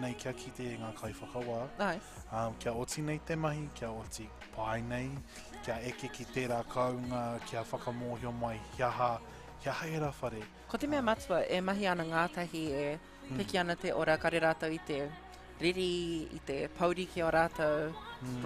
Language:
Māori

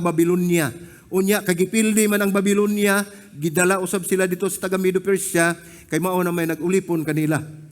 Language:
Cebuano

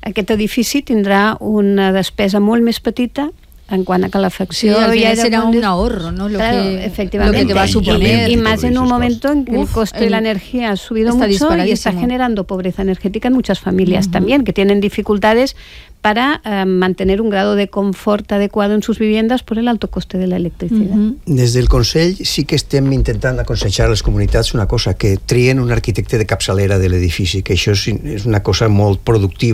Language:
Catalan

